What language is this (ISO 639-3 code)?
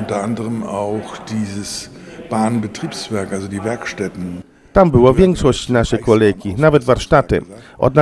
pol